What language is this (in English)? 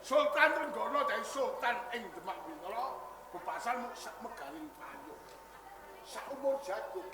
Javanese